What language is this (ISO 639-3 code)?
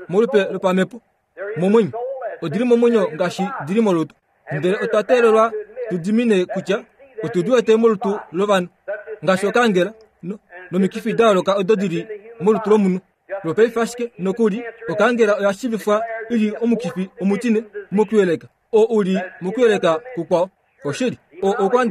kua